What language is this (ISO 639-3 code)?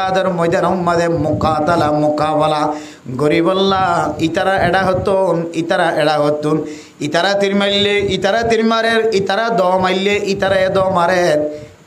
rhg